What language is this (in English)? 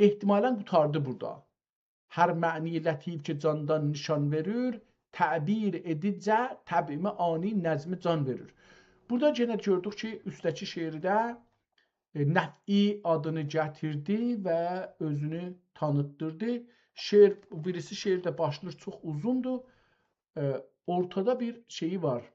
South Azerbaijani